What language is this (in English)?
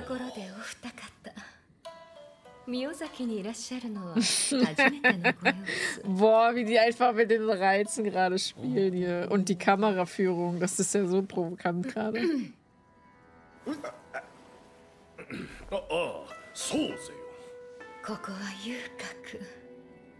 German